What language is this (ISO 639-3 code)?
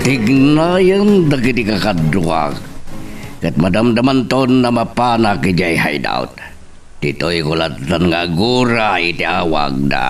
ilo